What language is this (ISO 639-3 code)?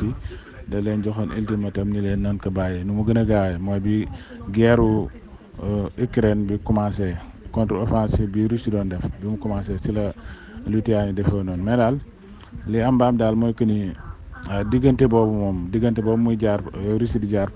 wol